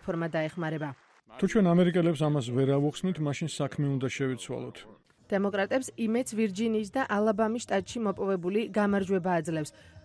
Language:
Georgian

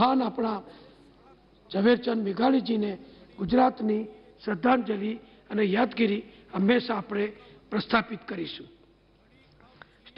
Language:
Gujarati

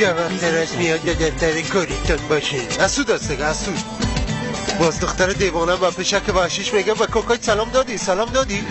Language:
Persian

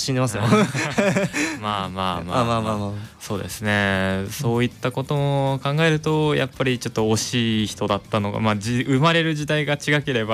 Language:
Japanese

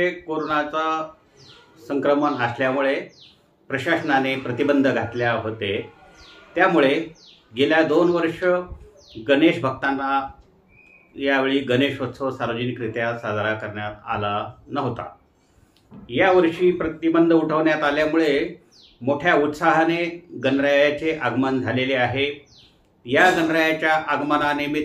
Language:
Marathi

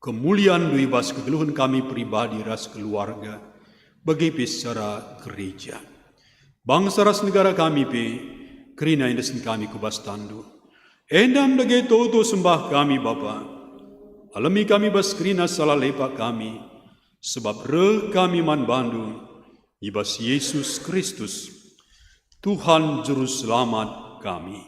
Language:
Batak Karo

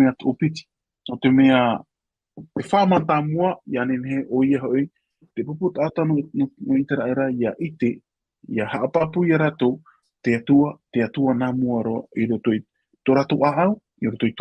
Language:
Tahitian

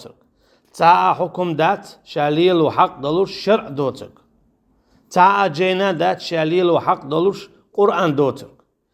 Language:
Chechen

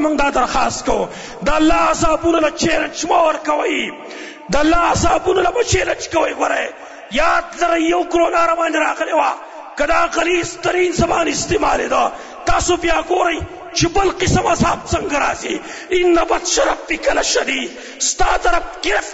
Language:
Pashto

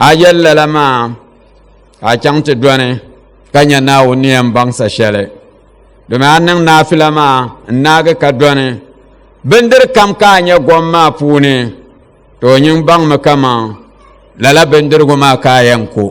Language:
Dagbani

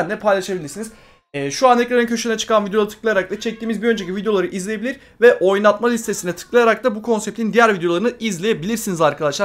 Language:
Turkish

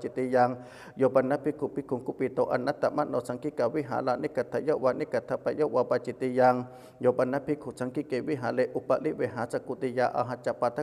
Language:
Pali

